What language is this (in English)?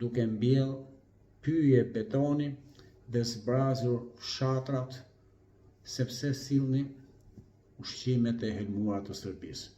Albanian